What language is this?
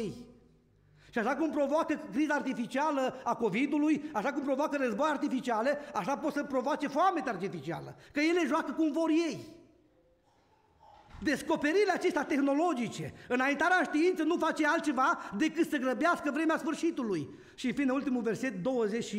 Romanian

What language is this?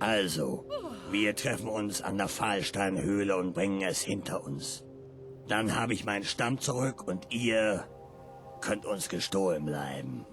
Bavarian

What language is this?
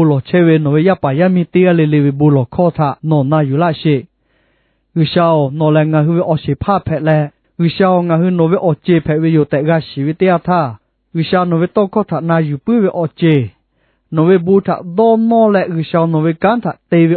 Lahu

